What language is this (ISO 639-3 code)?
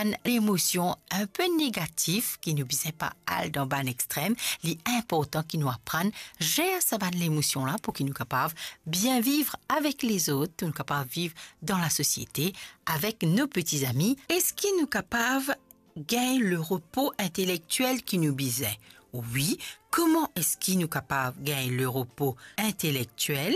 mfe